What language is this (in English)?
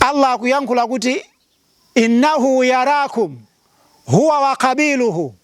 Nyanja